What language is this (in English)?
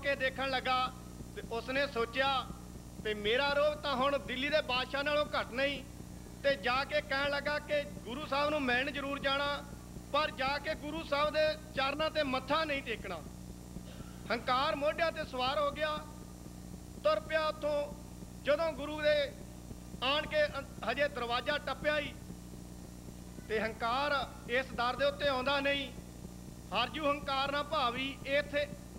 Punjabi